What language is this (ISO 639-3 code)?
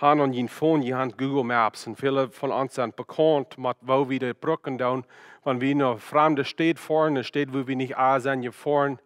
pdt